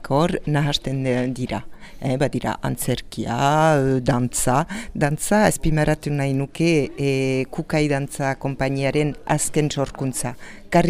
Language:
Basque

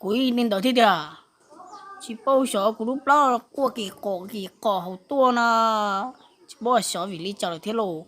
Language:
Hmong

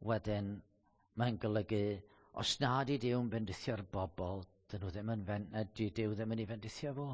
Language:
Welsh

